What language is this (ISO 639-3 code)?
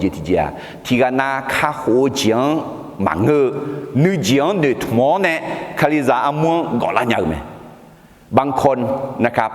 ahk